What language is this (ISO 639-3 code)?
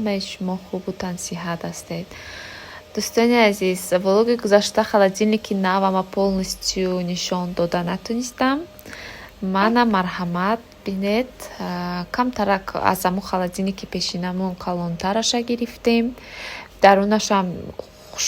tgk